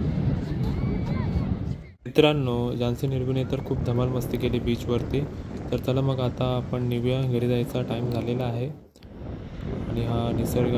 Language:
Marathi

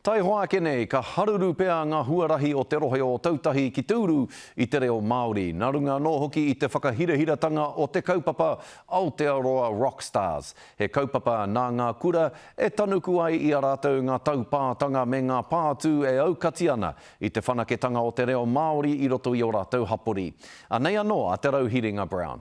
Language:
Māori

